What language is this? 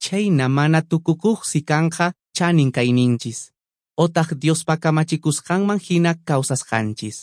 Quechua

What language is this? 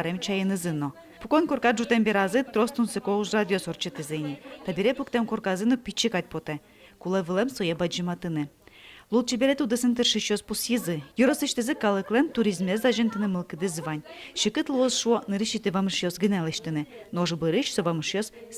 Udmurt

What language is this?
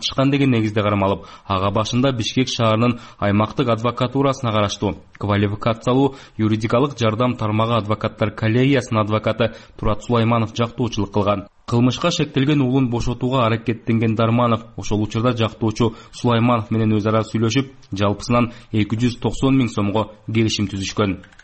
Kyrgyz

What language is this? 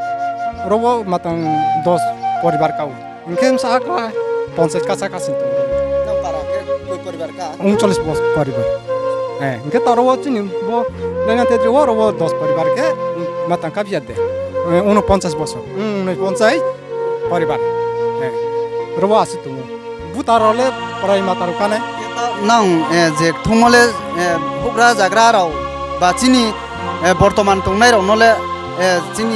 Riang (India)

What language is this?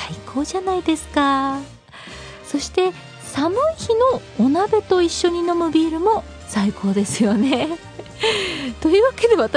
Japanese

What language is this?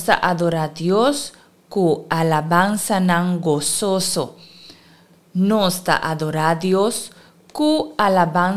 Papiamento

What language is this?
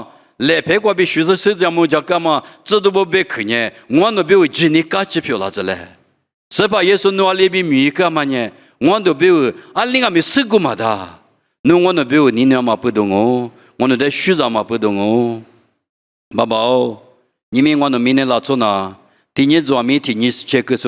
Lisu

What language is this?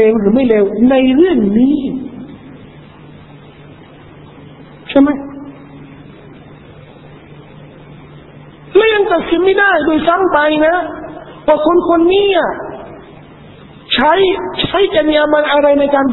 Thai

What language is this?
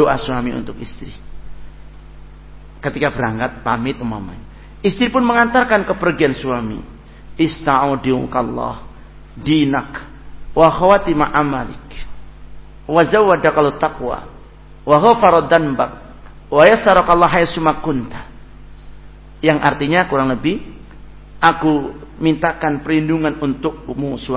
Indonesian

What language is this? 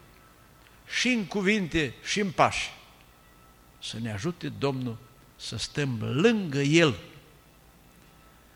Romanian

